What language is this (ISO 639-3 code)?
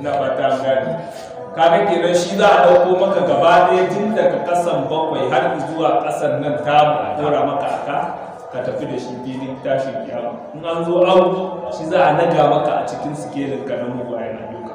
hau